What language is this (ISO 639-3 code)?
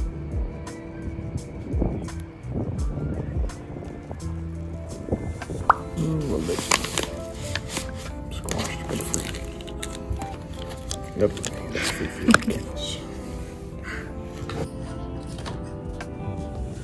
jpn